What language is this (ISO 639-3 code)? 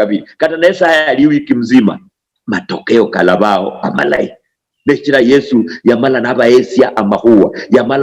luy